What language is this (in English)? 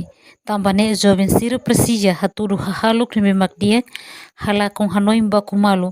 Tetum